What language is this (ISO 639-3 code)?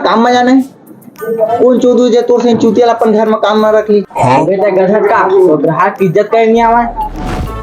hne